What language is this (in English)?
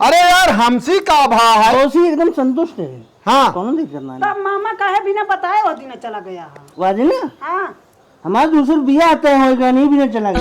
Awadhi